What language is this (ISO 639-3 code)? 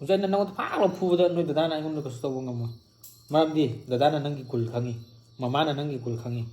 mni